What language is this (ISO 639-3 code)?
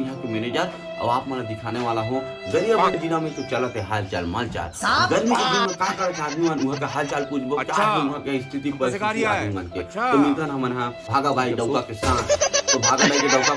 hne